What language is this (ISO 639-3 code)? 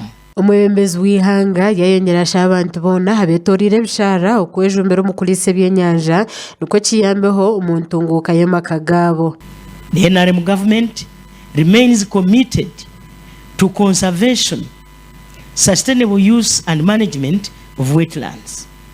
nyn